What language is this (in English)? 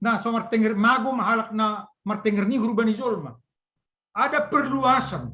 Batak Simalungun